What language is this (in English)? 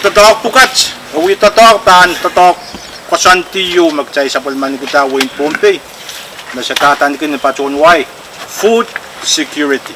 Pohnpeian